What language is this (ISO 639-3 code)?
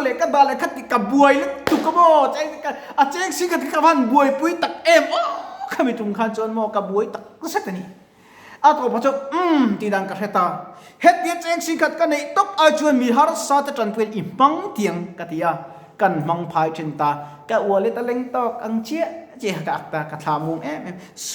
lus